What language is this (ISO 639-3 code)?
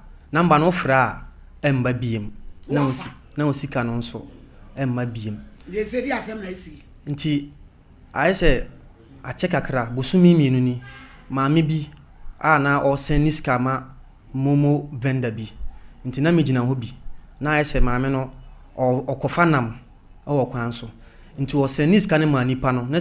aka